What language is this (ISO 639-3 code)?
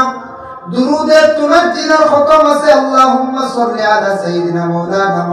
syl